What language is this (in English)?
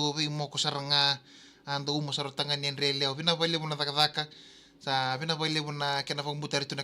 Fijian